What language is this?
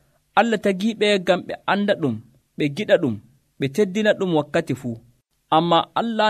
Nigerian Fulfulde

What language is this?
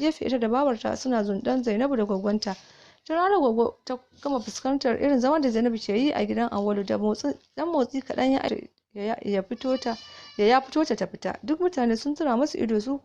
Hausa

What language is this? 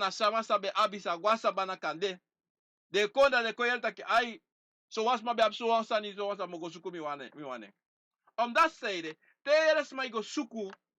Sranan Tongo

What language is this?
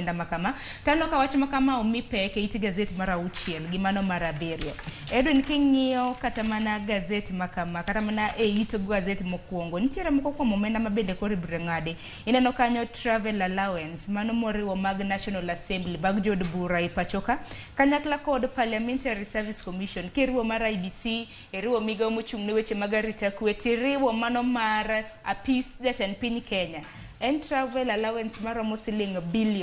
Luo (Kenya and Tanzania)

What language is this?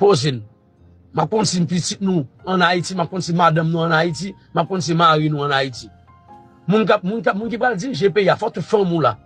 Haitian Creole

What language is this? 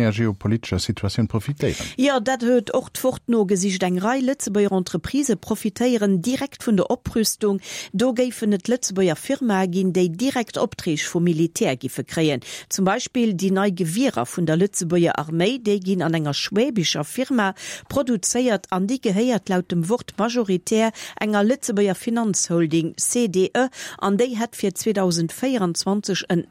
Luxembourgish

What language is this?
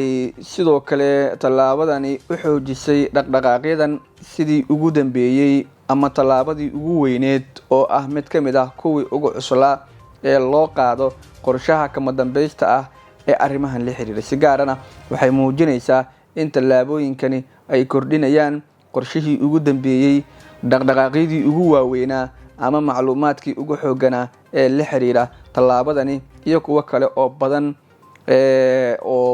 Somali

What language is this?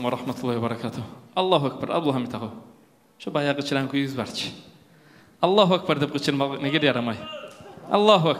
Kumyk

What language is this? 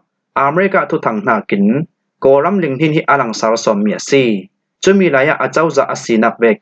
Falam Chin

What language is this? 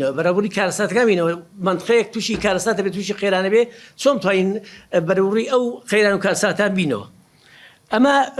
Central Kurdish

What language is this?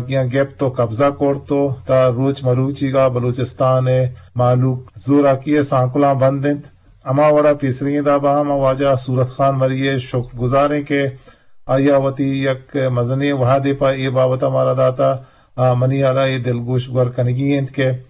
Eastern Balochi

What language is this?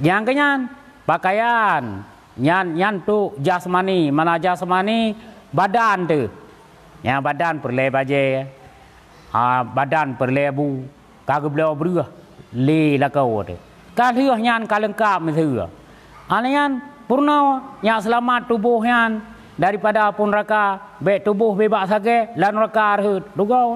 Achinese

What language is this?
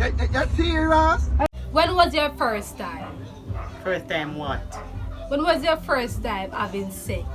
Jamaican Creole English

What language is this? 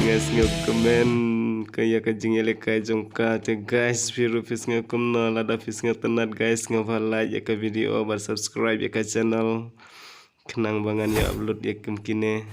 Khasi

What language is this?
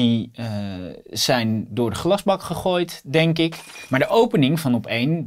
Dutch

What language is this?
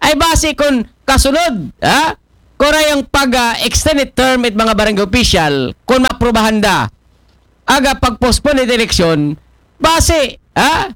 Aklanon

